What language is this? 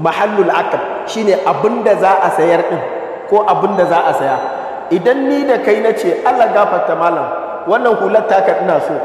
Hausa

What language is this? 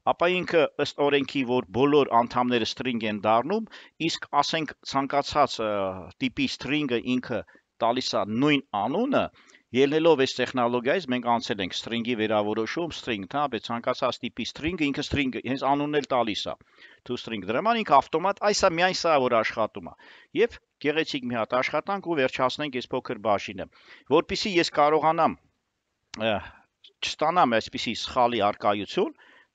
Armenian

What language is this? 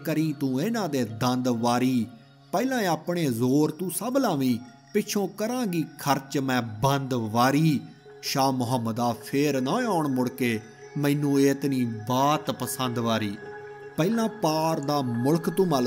Punjabi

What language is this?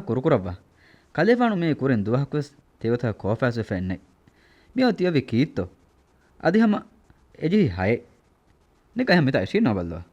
Divehi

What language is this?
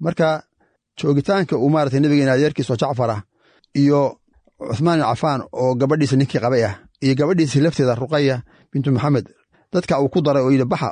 Somali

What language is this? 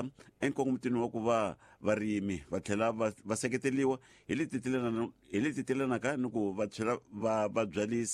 Tsonga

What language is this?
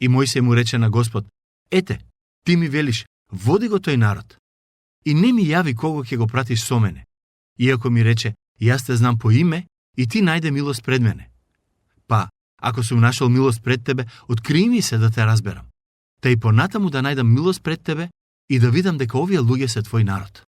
Macedonian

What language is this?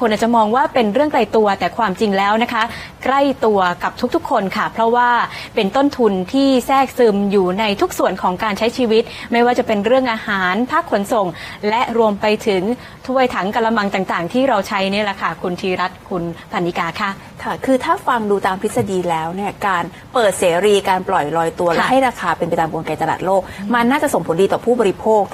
Thai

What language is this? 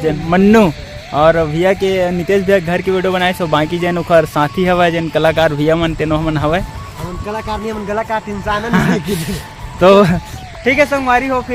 Chhattisgarhi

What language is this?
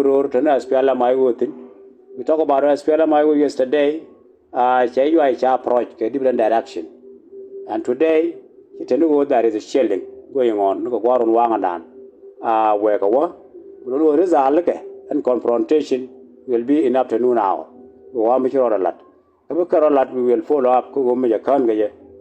Nuer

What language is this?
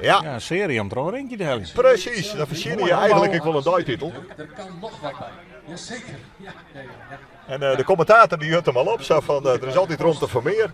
Western Frisian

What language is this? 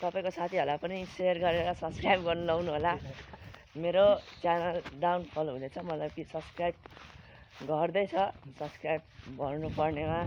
Nepali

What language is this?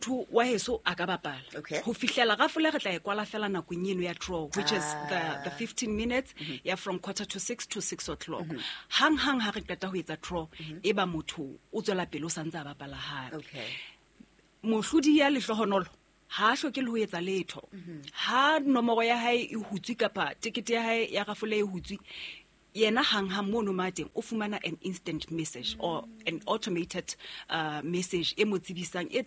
Southern Sotho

